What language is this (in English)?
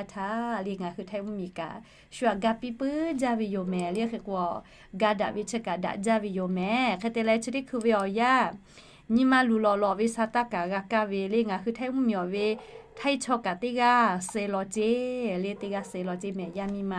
Lahu